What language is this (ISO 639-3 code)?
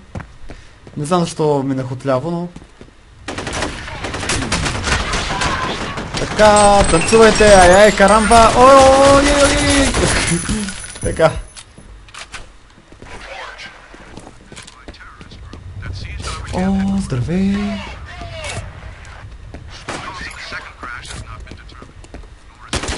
bul